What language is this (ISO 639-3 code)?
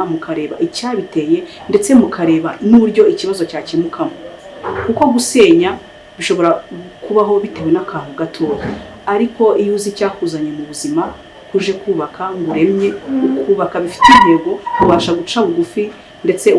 kin